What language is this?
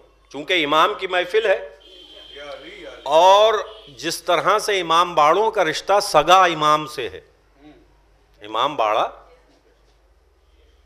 Urdu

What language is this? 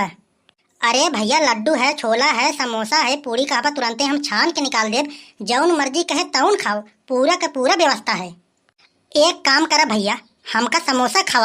Awadhi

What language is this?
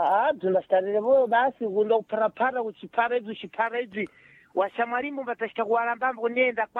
Sena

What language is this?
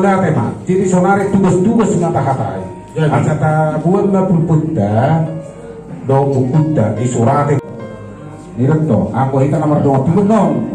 Batak Toba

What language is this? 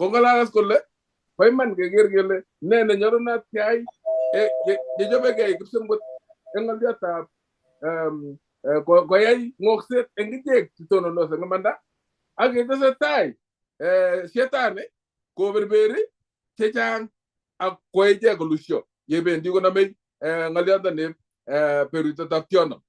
Kalenjin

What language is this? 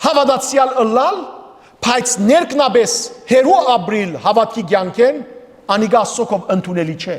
Western Armenian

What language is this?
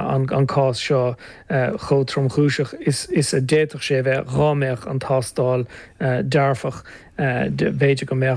Irish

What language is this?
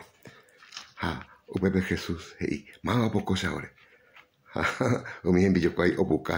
Guarani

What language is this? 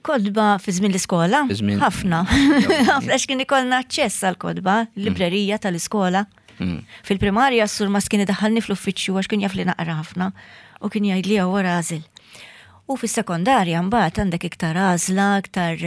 Maltese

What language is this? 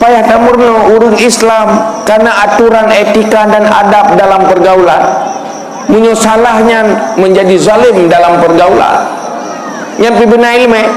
Achinese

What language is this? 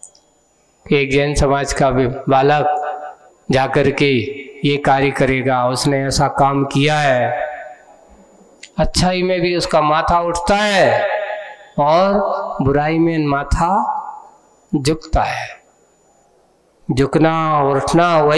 Hindi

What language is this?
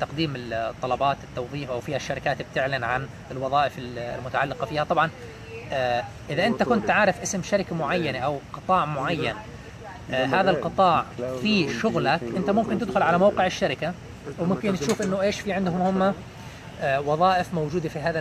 Egyptian Arabic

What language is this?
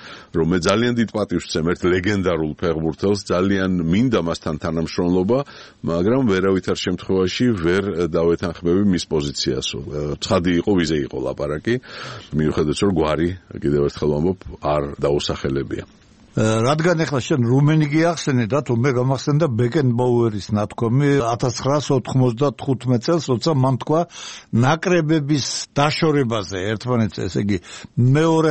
Georgian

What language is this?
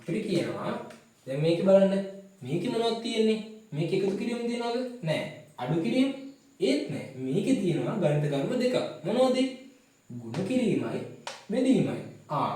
Sinhala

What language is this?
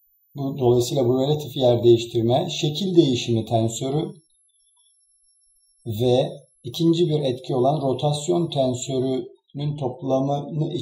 Turkish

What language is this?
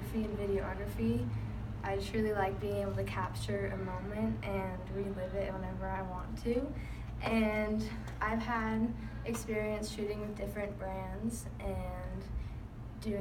English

